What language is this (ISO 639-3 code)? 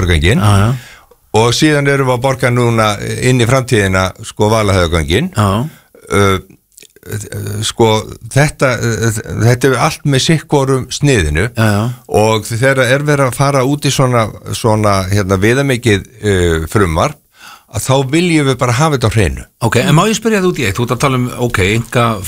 isl